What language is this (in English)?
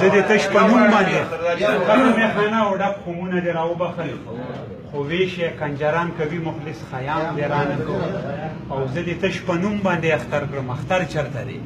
Pashto